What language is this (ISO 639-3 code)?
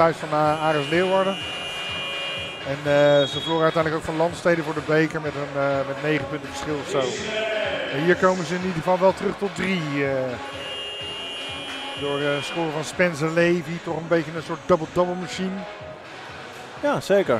nld